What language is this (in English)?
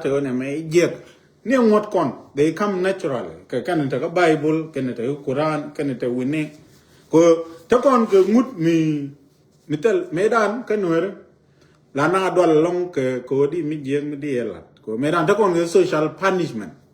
Nuer